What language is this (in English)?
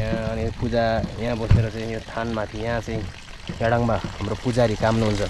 Nepali